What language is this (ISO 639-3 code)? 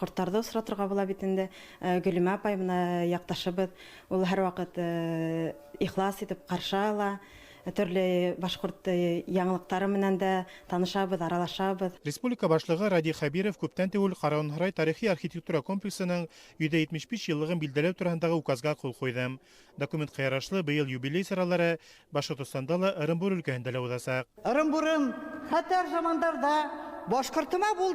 bak